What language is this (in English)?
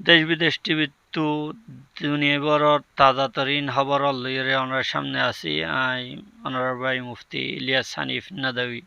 Rohingya